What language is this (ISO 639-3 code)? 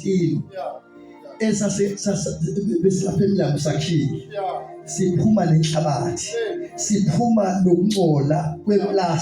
zul